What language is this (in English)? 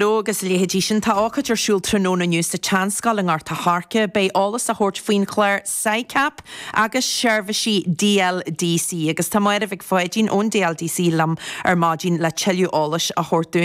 Irish